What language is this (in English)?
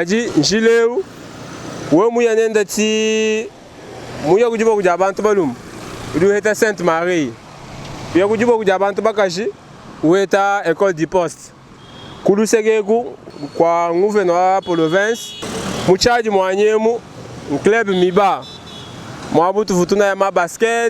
Luba-Lulua